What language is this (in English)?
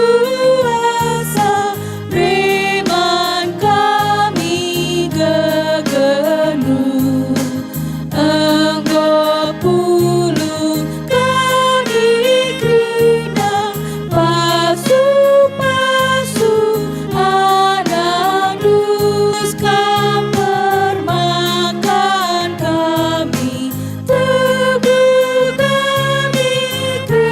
Batak Karo